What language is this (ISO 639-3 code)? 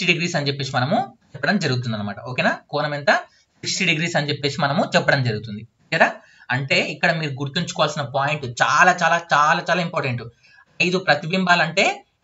tel